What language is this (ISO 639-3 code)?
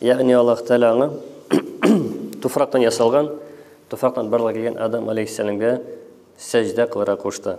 tat